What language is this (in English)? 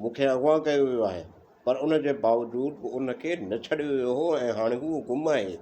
Sindhi